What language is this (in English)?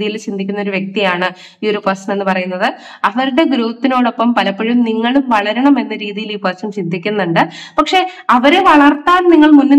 Malayalam